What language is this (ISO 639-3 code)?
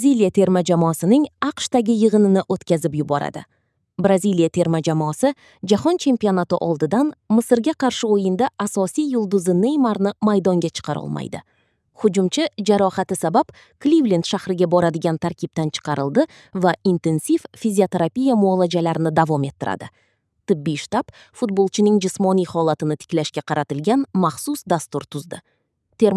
uzb